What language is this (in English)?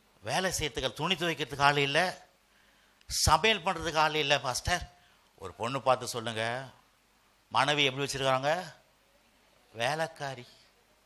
Tamil